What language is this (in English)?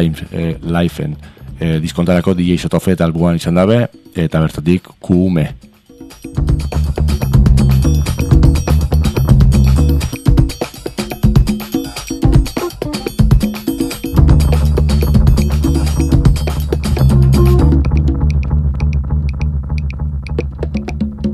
Basque